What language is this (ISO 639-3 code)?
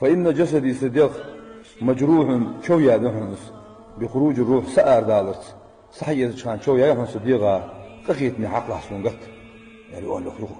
inh